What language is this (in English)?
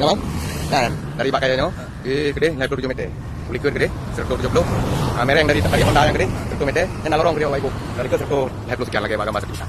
Achinese